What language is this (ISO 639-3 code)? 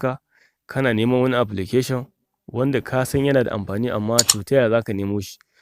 hau